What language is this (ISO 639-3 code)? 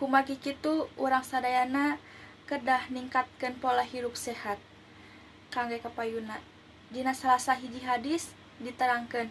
sun